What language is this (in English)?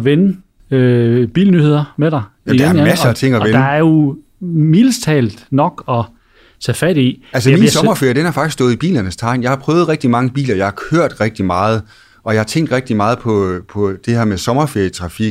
Danish